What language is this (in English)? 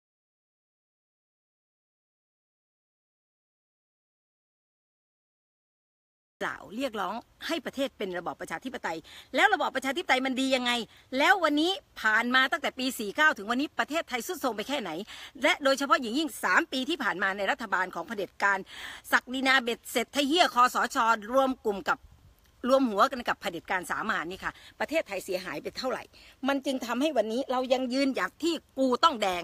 Thai